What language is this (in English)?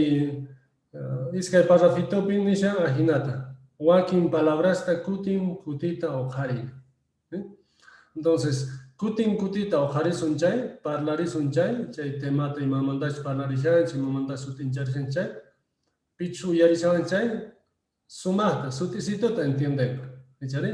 Quechua